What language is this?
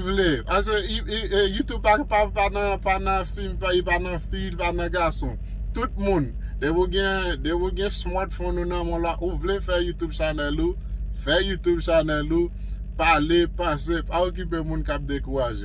Haitian Creole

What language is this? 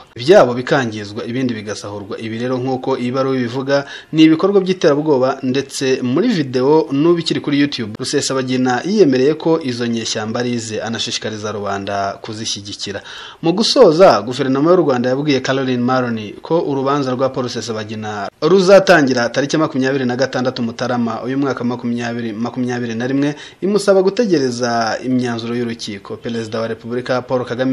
Kinyarwanda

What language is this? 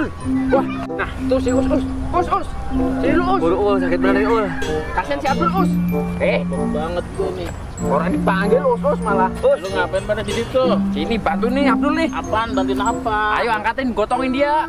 Betawi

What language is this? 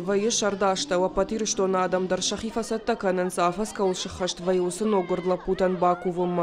Ossetic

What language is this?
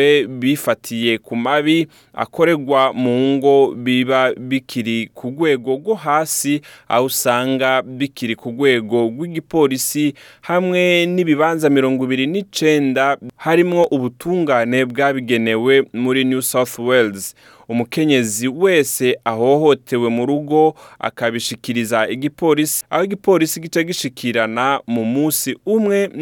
Rundi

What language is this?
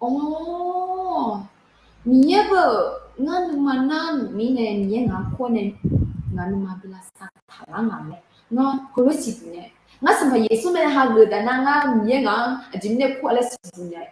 Akha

